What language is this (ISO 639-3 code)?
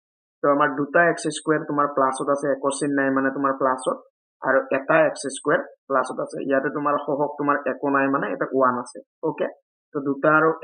asm